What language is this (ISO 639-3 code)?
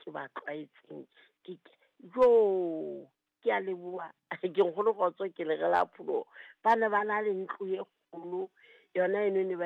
sot